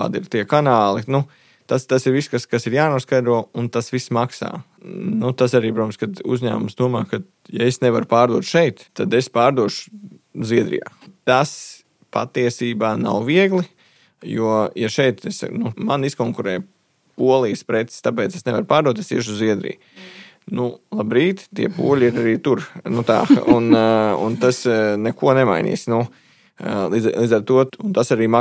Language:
Latvian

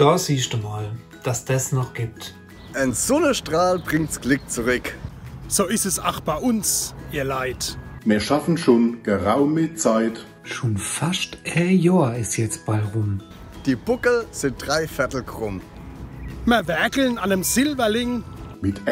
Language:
Palatine German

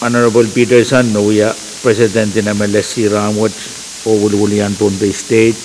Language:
Pohnpeian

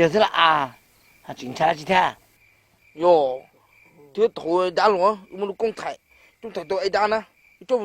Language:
Hmong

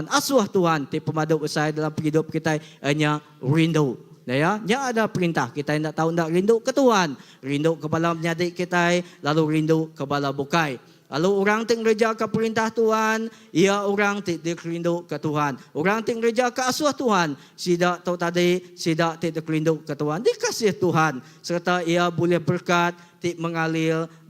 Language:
Iban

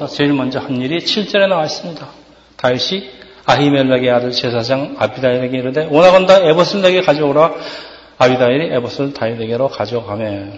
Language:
Korean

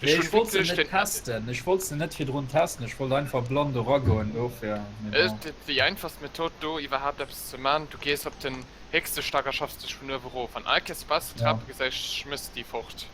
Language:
Luxembourgish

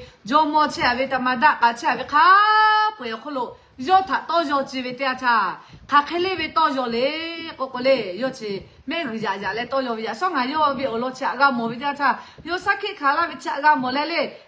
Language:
Lahu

